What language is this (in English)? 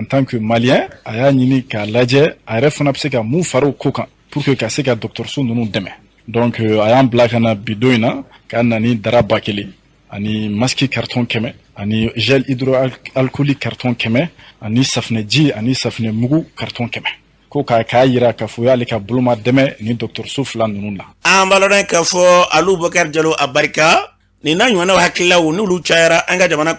Bambara